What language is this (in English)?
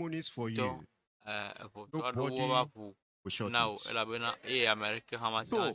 Ewe